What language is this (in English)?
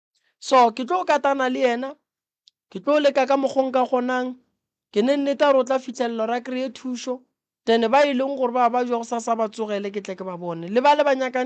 Northern Sotho